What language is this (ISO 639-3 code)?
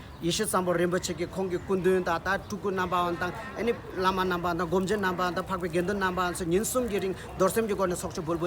bod